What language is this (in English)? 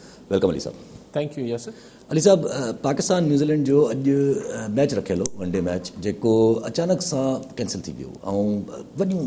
Sindhi